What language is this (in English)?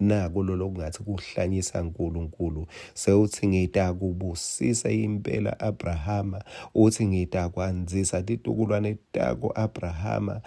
Swati